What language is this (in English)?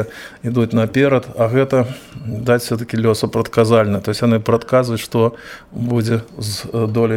Belarusian